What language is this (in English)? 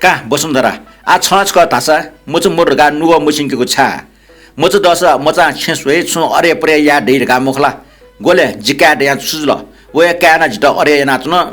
Newari